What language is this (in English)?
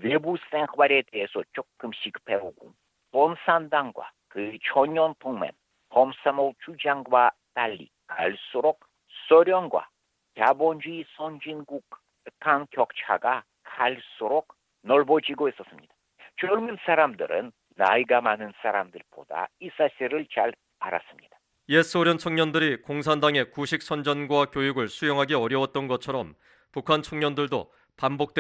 Korean